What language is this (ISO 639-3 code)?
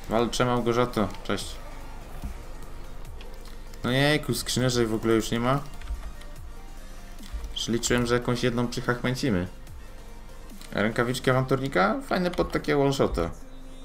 pol